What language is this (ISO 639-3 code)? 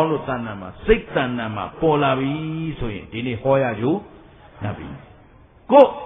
mya